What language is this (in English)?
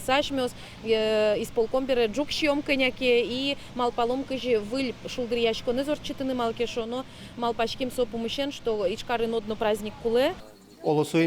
Udmurt